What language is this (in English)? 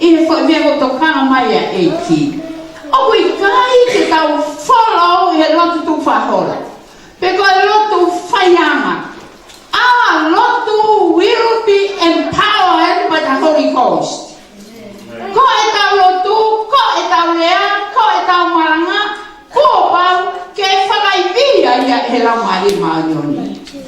Tongan